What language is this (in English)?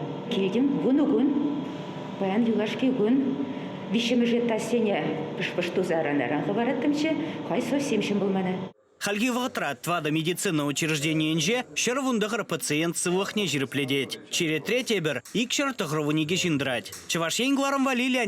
Chuvash